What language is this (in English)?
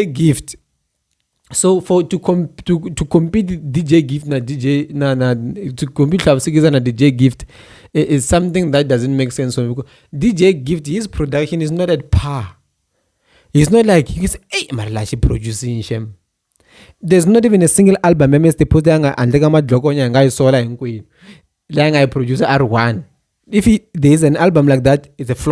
Tsonga